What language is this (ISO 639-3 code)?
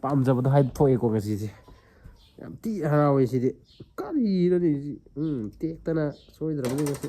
mni